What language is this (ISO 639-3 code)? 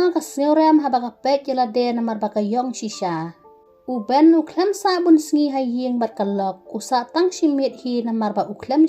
kha